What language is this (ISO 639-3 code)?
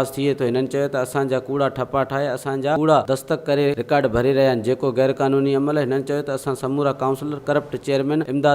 snd